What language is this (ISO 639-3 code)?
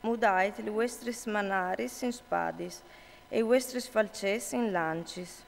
fur